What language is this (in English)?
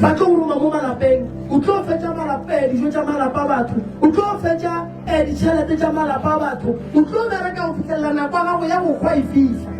Northern Sotho